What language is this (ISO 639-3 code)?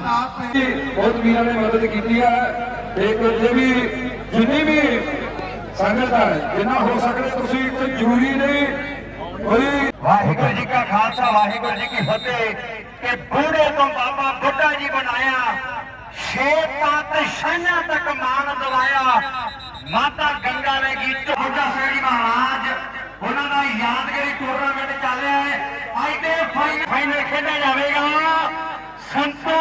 pan